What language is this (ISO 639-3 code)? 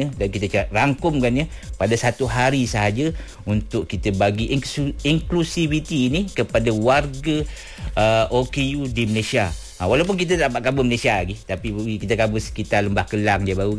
msa